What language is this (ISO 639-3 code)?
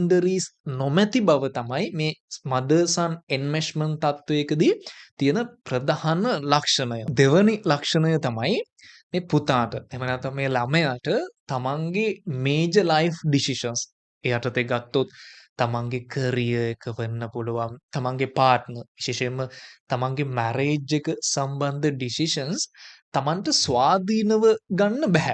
sin